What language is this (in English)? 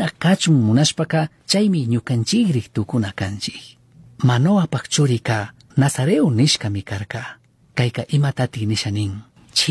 Chimborazo Highland Quichua